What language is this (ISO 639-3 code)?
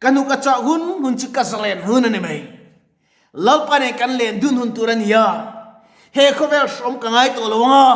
lus